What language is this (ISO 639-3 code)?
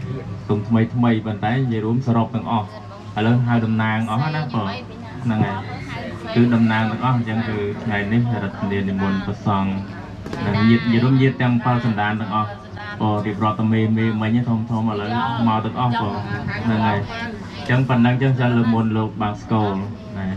khm